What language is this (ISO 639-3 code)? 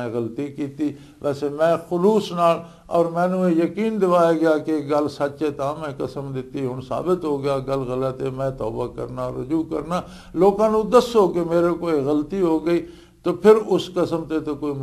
lah